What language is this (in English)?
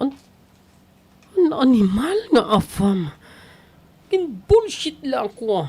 Waray